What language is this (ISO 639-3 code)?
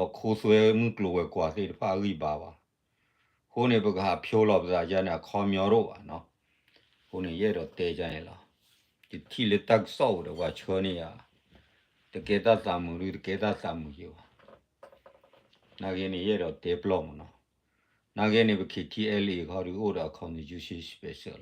ksw